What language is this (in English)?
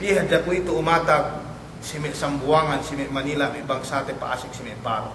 Yakan